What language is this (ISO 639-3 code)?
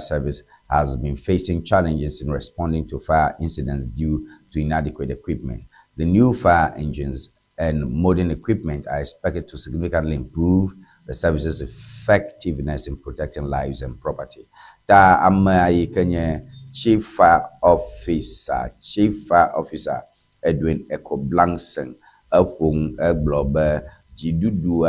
ewe